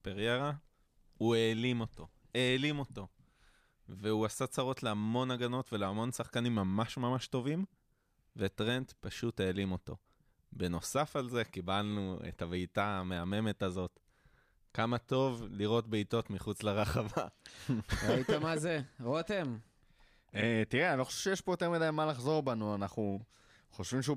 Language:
Hebrew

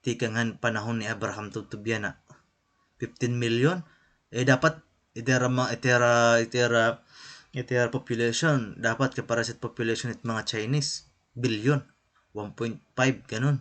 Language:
Waray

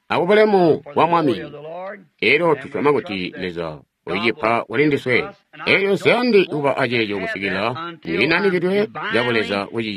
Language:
Tonga (Zambia)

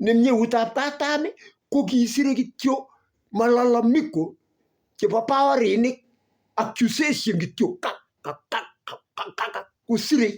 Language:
Kalenjin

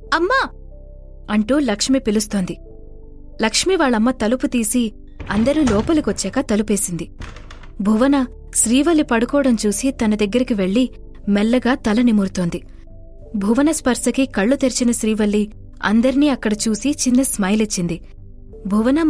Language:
Telugu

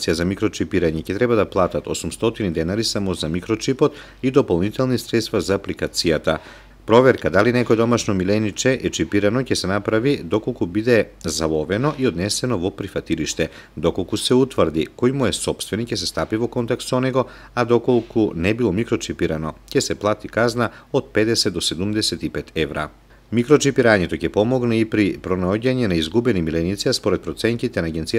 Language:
Macedonian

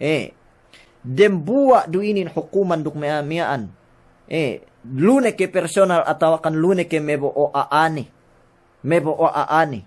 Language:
Yakan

